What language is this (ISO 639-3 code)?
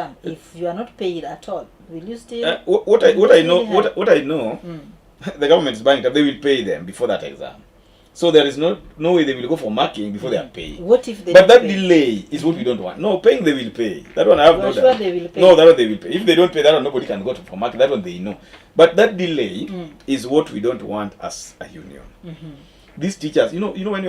luo